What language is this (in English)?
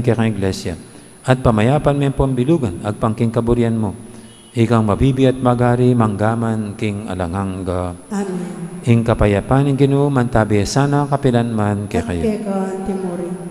Pampanga